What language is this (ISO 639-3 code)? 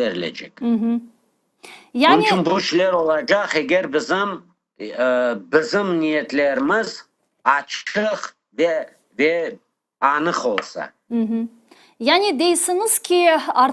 crh